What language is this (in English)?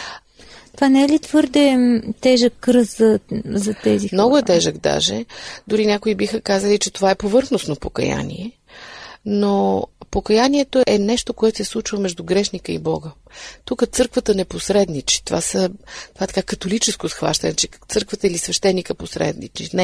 Bulgarian